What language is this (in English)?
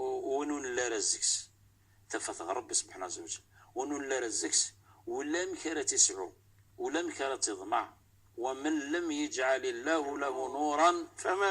Kabyle